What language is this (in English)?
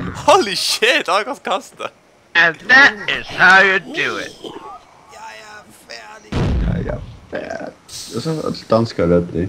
Faroese